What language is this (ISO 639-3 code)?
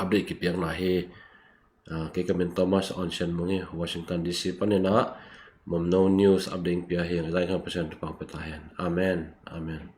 ctd